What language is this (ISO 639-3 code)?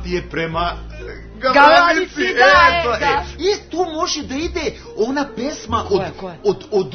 srp